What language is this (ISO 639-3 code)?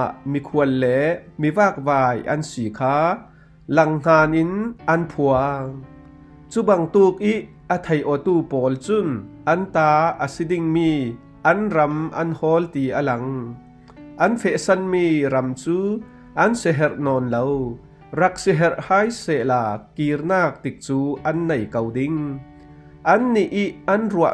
cfm